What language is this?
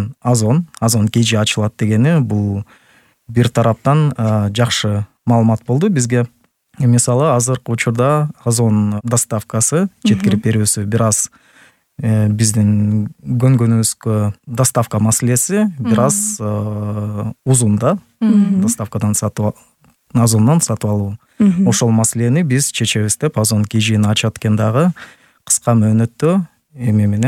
Kyrgyz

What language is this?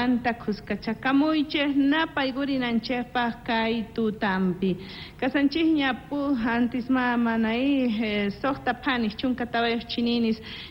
South Bolivian Quechua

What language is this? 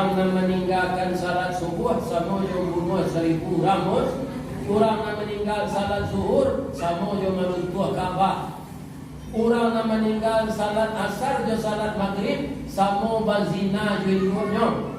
Minangkabau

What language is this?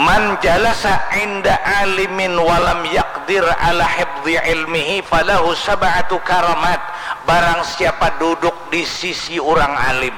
Banjar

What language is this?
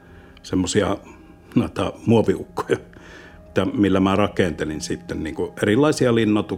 Finnish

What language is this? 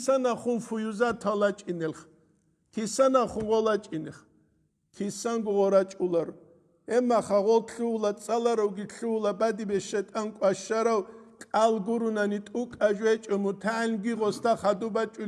Avaric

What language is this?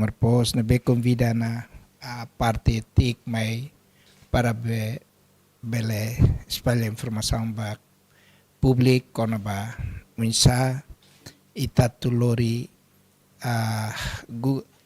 Tetum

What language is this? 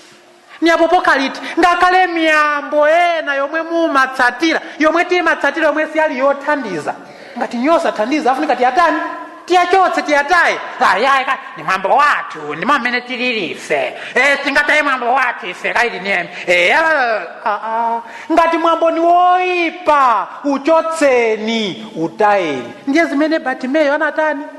Nyanja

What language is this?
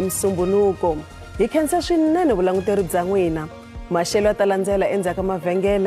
Tsonga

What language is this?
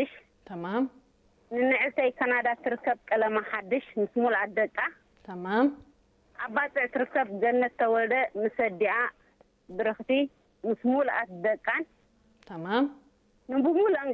Tigrinya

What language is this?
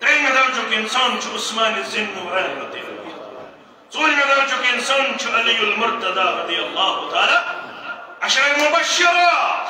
Kashmiri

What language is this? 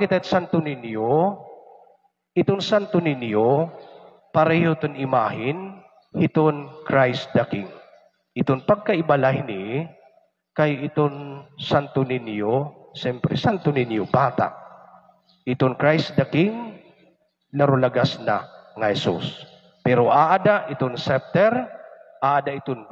Waray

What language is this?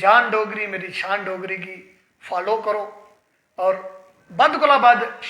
Dogri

